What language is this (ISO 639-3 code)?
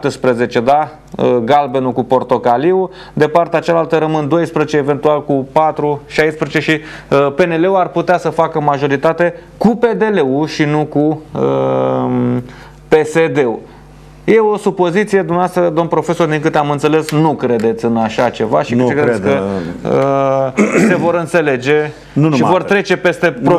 ron